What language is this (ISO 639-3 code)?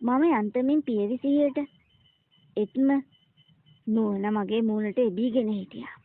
sin